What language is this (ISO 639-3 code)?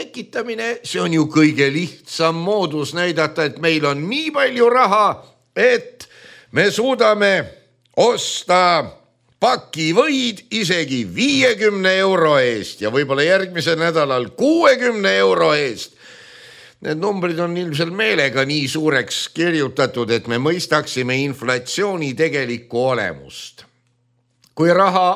est